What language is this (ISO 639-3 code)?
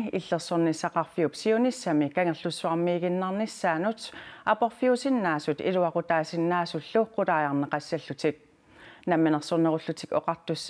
kal